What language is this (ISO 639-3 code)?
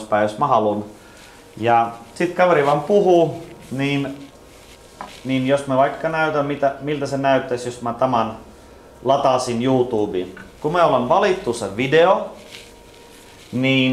fin